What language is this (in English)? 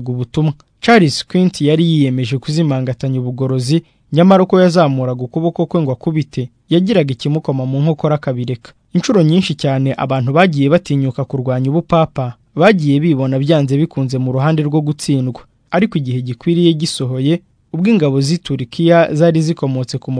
Kinyarwanda